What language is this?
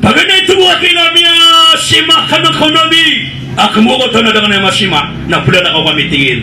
Maranao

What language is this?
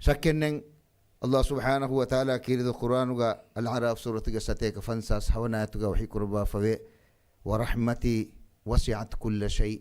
Divehi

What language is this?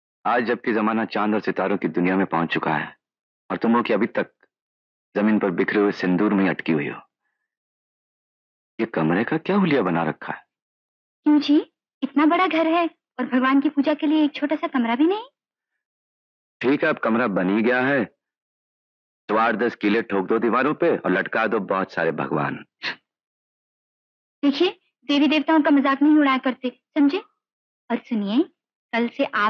Hindi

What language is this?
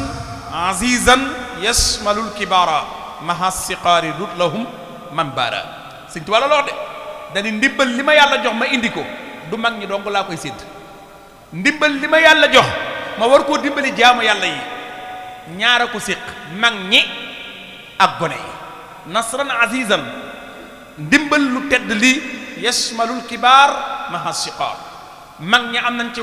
Wolof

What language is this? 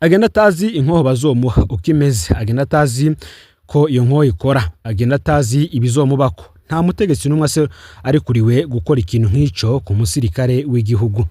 Rundi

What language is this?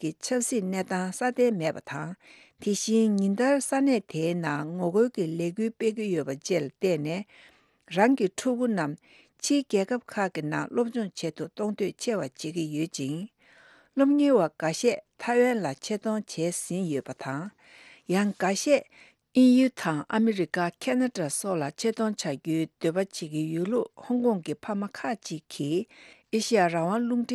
Tibetan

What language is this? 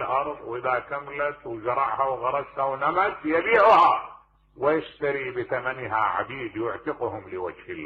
Mesopotamian Arabic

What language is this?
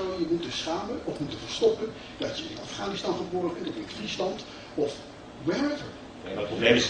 Dutch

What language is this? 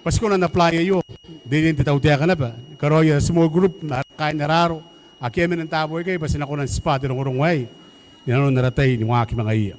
Gilbertese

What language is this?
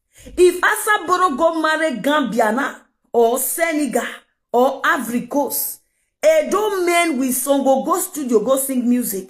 Nigerian Pidgin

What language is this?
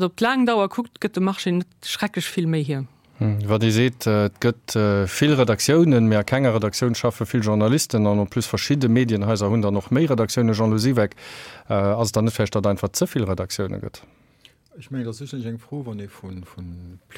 Luxembourgish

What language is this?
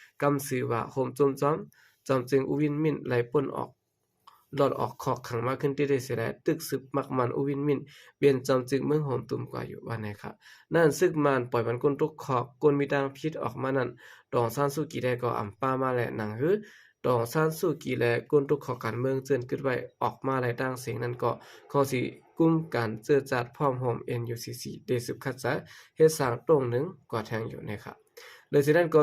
Shan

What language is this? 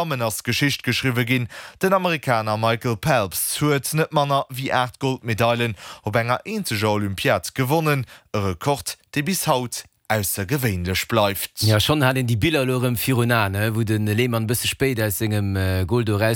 Luxembourgish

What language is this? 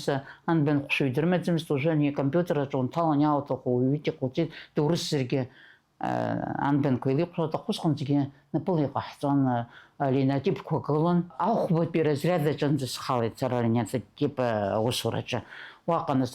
Abkhazian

